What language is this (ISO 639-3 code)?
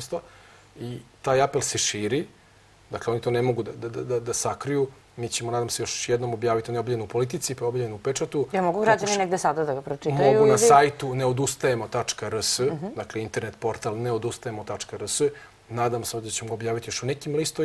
srp